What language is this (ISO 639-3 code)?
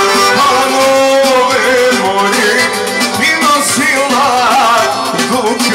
hrv